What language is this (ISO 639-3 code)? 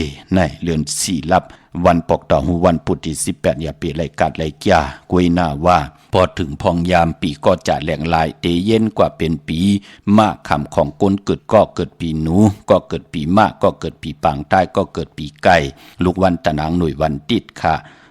shn